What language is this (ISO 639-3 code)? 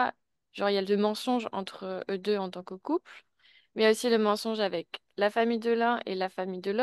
fra